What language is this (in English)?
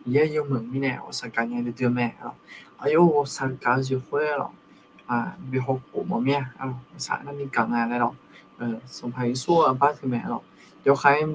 Akha